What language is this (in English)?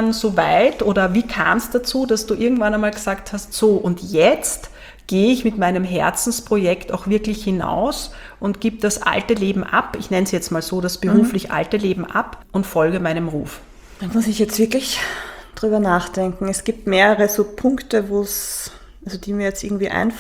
German